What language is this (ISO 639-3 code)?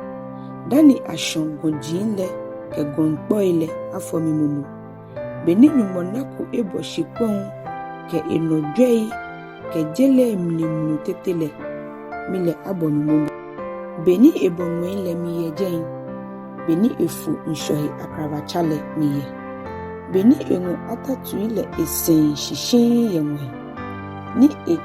gaa